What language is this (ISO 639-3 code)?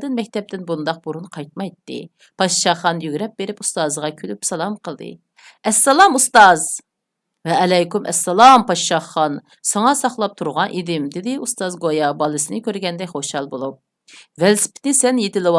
uig